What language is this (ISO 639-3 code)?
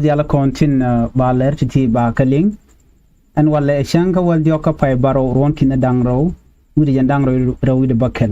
nus